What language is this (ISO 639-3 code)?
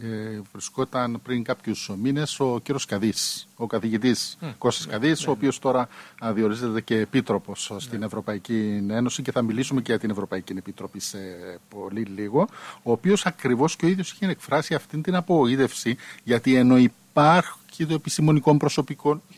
ell